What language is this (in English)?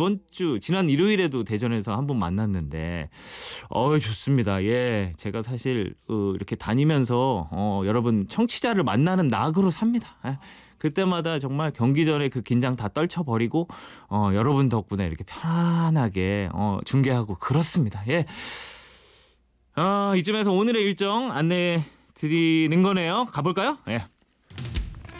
Korean